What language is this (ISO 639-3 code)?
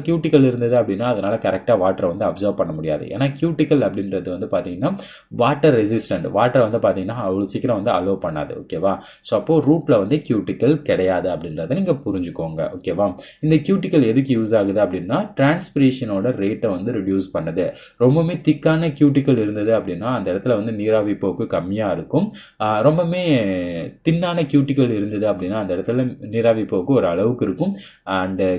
tam